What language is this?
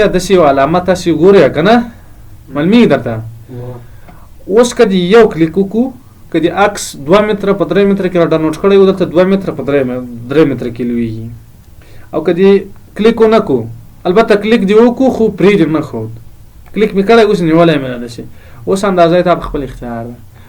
Pashto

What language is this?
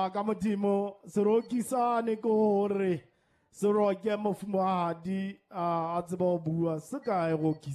Southern Sotho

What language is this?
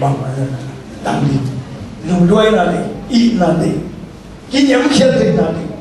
Tedim Chin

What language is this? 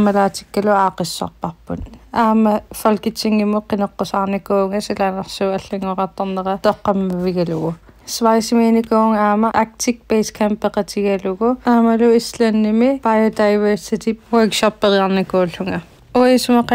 Kalaallisut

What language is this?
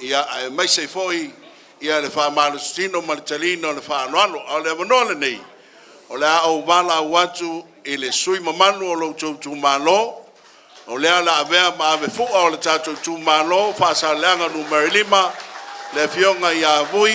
Samoan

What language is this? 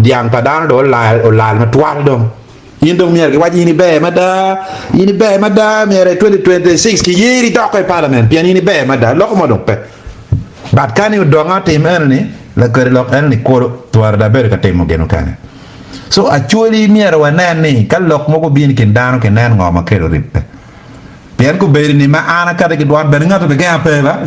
Acoli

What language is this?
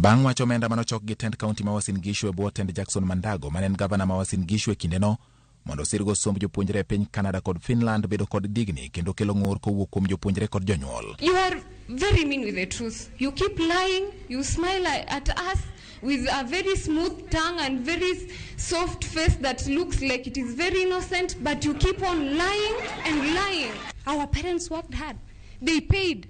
Luo (Kenya and Tanzania)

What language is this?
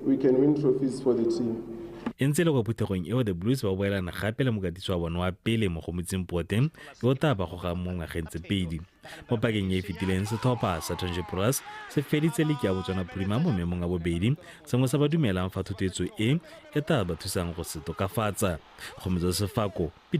Tswana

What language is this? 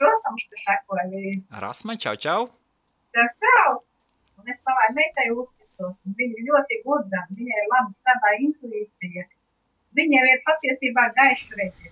Latvian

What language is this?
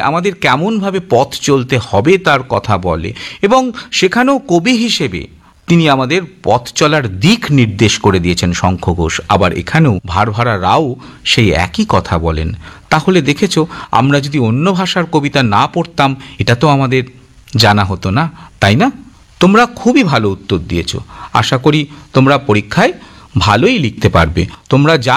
Bangla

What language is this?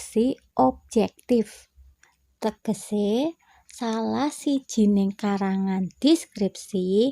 Javanese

